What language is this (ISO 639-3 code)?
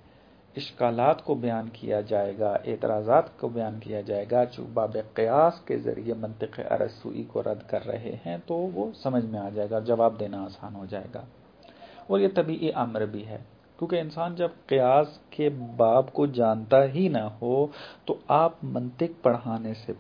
urd